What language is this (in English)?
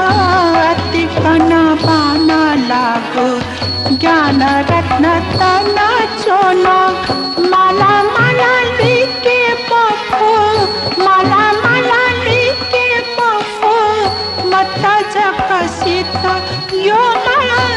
Newari